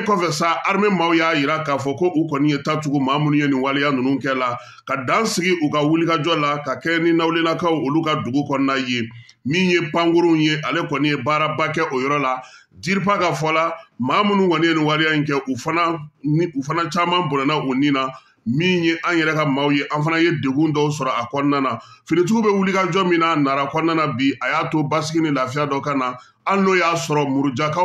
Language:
Bambara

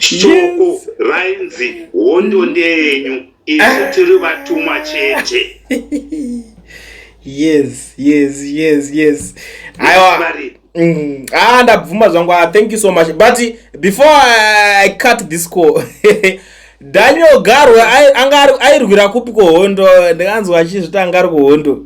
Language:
Shona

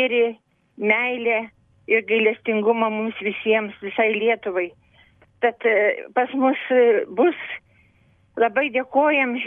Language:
Lithuanian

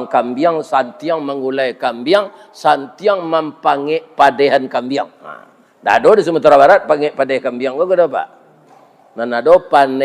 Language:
Minangkabau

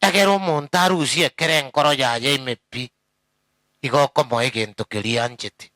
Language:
Gusii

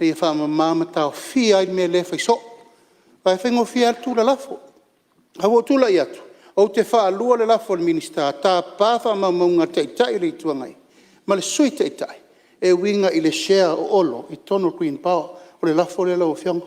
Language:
Samoan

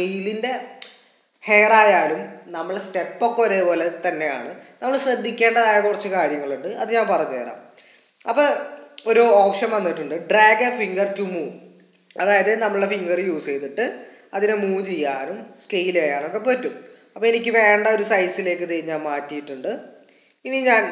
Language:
Malayalam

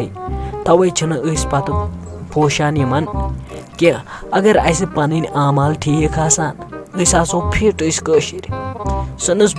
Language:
Kashmiri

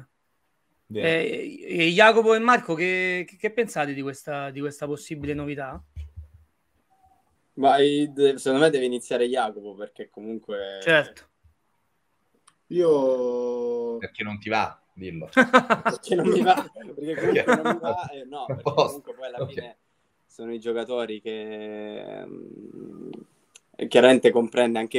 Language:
Italian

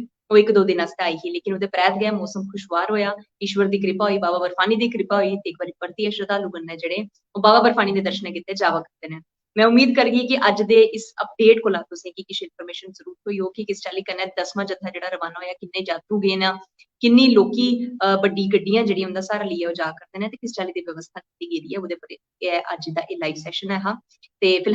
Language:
Dogri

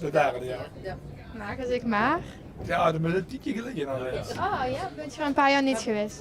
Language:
Limburgish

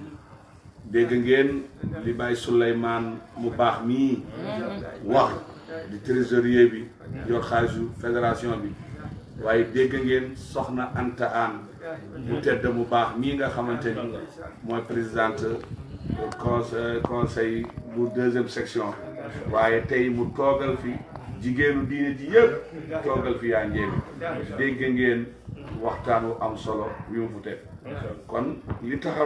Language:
Wolof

